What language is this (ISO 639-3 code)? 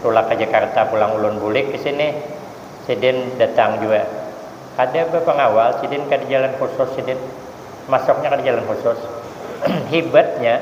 bjn